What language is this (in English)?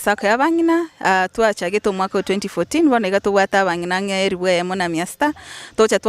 Gusii